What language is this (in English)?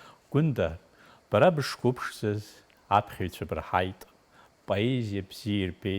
Abkhazian